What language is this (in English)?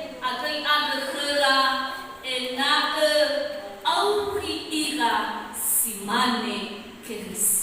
Nias